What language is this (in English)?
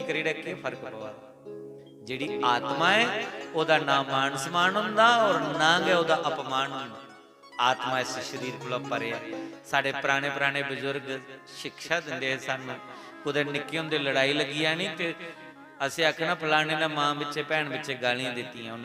Dogri